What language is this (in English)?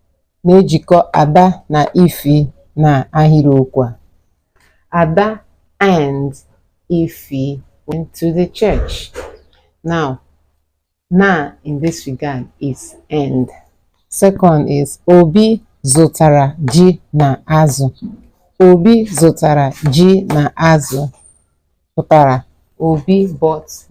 Igbo